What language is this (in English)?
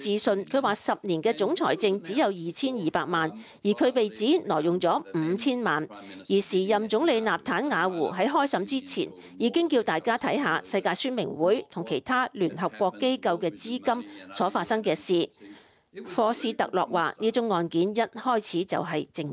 Cantonese